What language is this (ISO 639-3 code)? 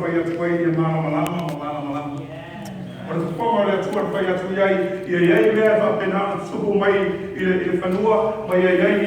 smo